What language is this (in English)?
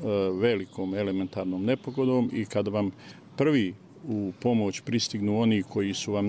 Croatian